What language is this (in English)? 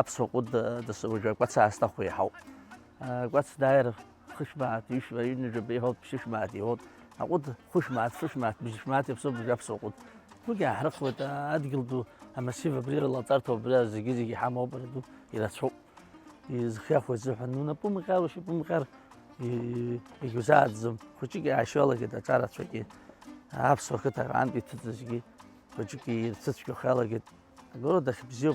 Abkhazian